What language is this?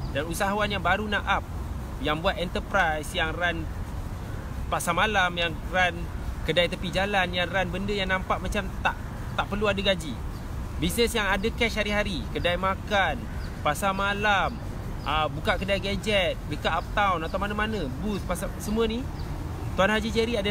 Malay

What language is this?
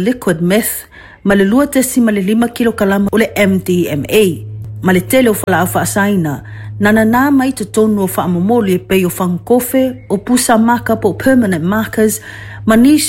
Samoan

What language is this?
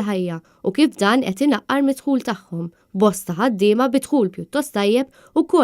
Maltese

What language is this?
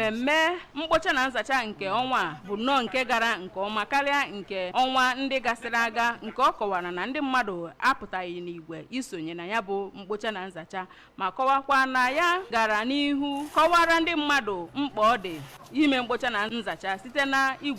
Igbo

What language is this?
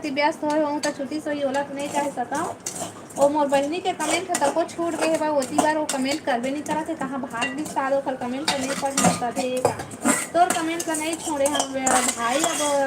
Chhattisgarhi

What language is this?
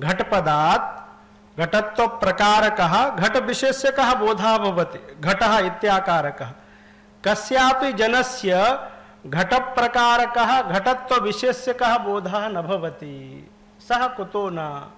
Sanskrit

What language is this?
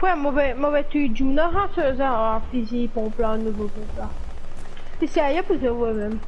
Morisyen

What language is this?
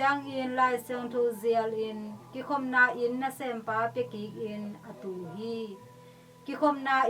Tedim Chin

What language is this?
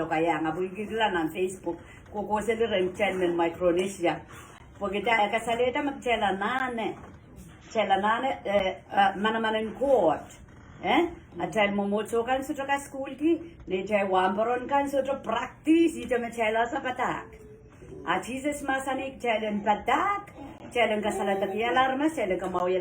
Pohnpeian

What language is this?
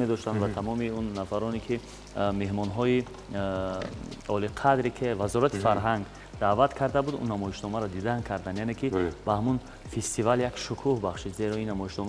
Tajik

